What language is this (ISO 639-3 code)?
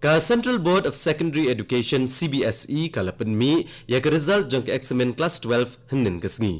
kha